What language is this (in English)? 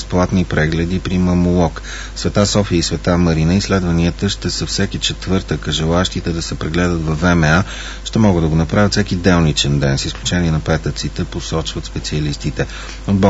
Bulgarian